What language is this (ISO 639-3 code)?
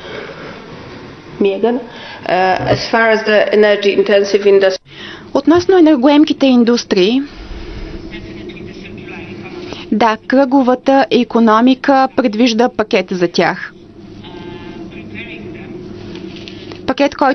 bul